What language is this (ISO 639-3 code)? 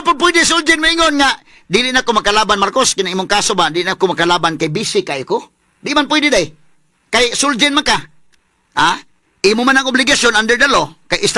ceb